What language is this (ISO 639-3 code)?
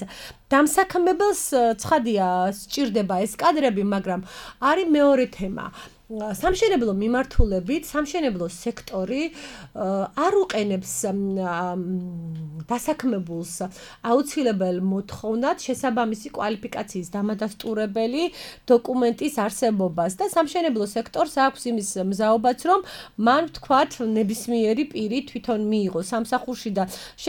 kat